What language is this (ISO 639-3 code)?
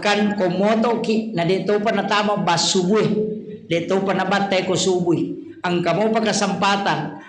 bug